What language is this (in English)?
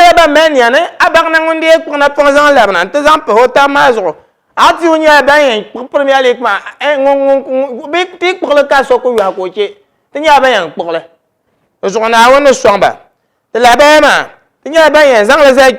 Dagbani